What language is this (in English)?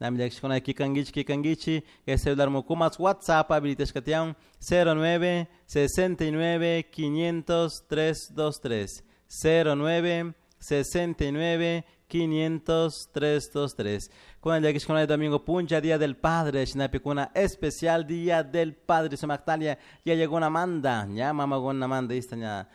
Chimborazo Highland Quichua